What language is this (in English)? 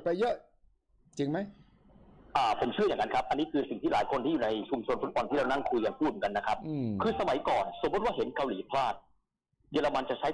Thai